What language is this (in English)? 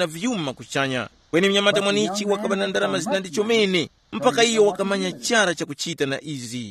Tumbuka